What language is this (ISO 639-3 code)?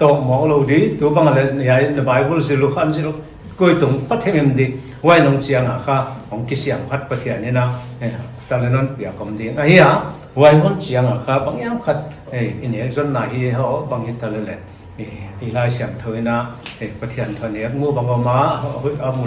pck